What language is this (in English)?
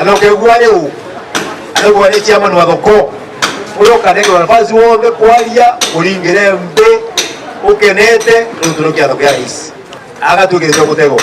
Meru